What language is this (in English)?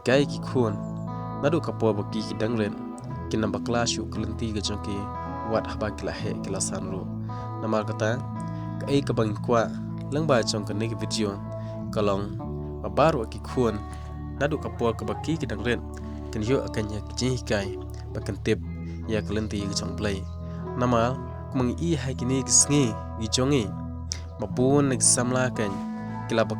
Khasi